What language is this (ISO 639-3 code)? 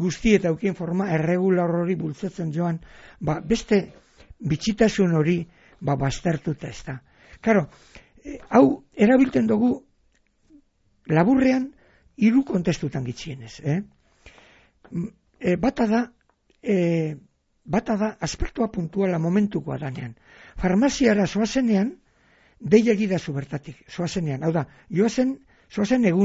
eus